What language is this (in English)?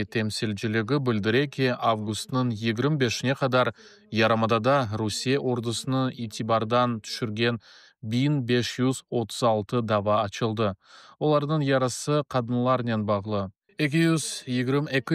Crimean Tatar